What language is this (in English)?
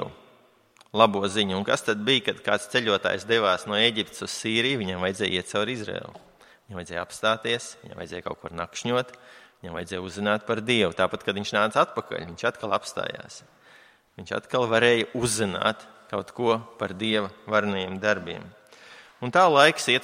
Latvian